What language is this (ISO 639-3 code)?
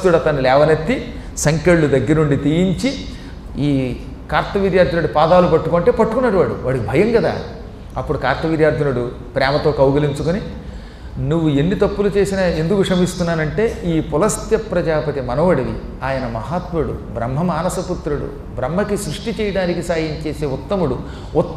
tel